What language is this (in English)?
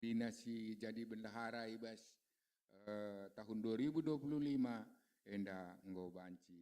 Batak Karo